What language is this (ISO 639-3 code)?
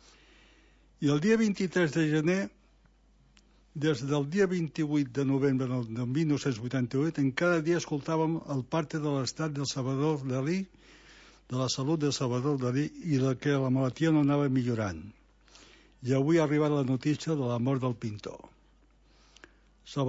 cat